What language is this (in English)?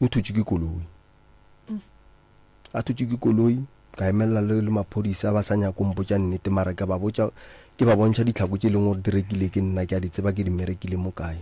Northern Sotho